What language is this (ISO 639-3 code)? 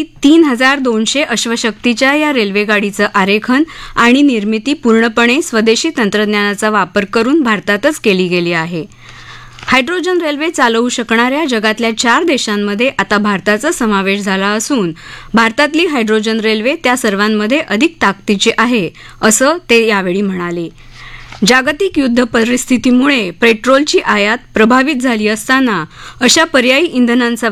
mar